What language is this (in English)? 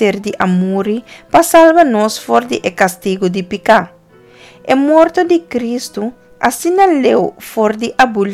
Papiamento